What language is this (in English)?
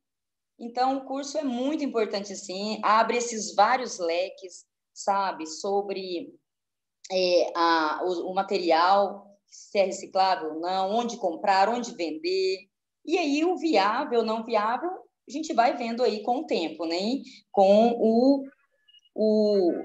Portuguese